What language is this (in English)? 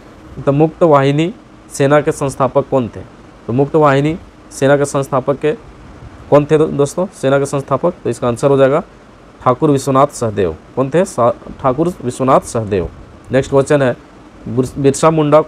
Hindi